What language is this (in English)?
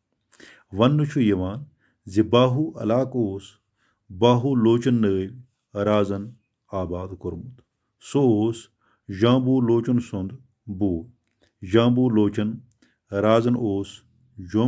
Kashmiri